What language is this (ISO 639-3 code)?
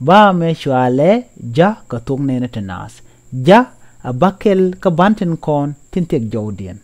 nus